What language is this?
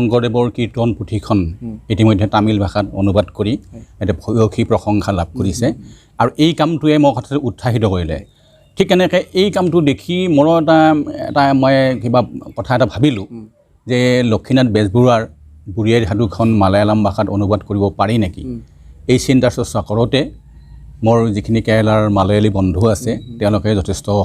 Assamese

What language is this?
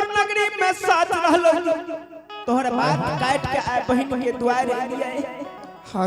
Angika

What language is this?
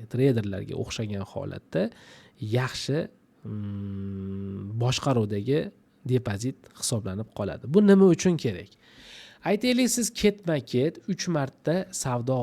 Uzbek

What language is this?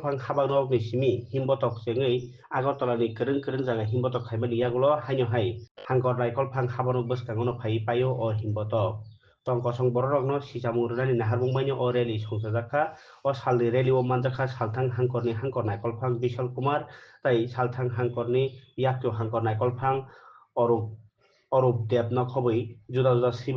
Kok Borok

